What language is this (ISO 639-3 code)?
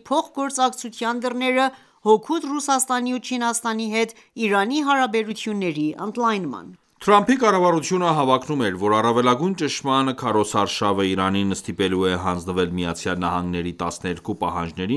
hye